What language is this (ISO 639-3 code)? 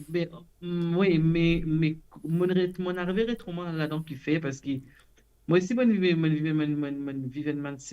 mfe